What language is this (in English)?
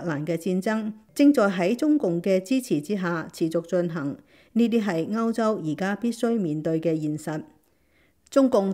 Cantonese